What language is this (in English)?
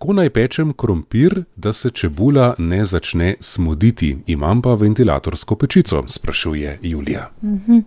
Slovenian